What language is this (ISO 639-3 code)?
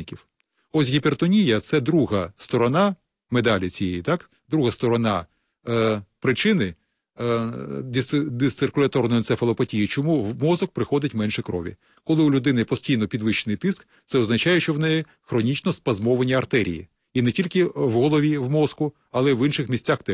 ukr